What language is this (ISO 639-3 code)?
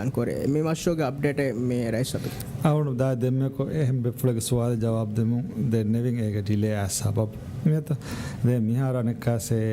div